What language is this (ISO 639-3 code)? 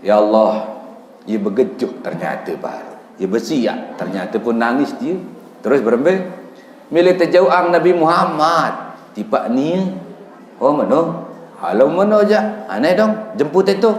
sas